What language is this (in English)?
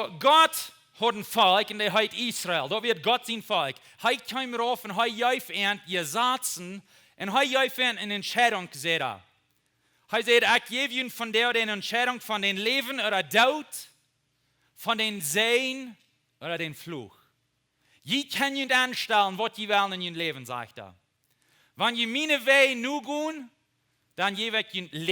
Plautdietsch